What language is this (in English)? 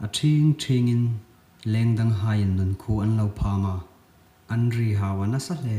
Hmar